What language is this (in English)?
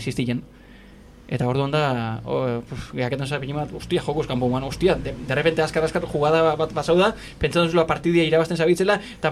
Basque